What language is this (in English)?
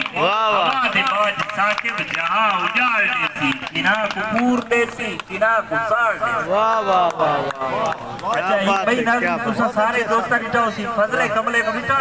Saraiki